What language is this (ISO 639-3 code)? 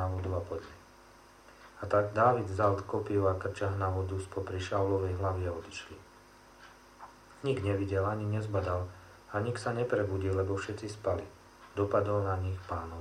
slk